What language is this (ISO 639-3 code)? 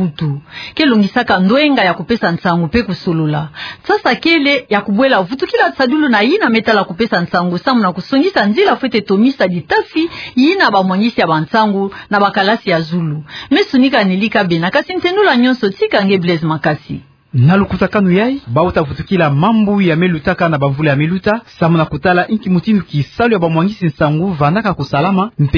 ktu